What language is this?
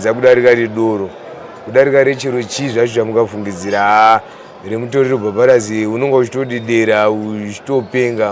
Shona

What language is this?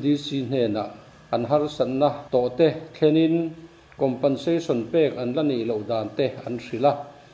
Mizo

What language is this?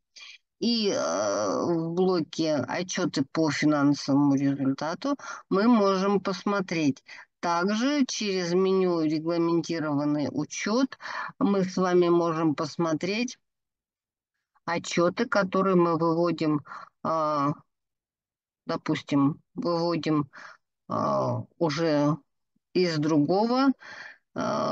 Russian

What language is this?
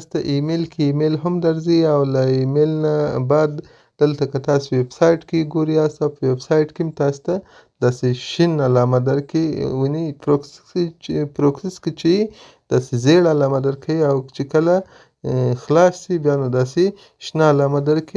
Pashto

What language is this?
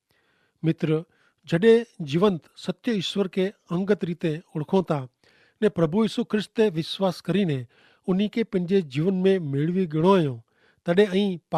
Kachhi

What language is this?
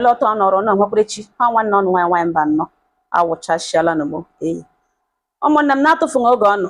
Igbo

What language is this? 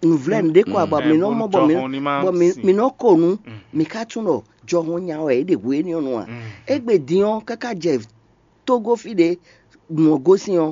Fon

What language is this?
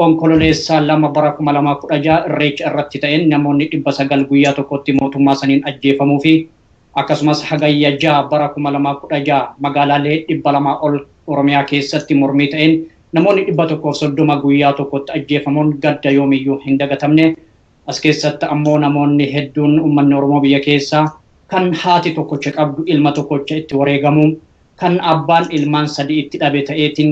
Oromo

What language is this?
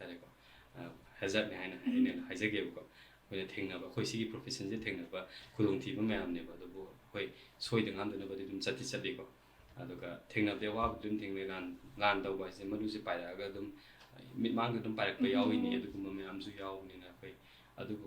Manipuri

